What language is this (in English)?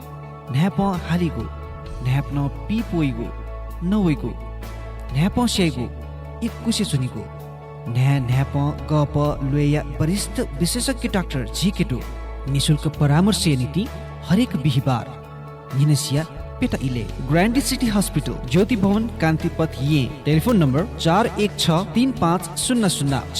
Newari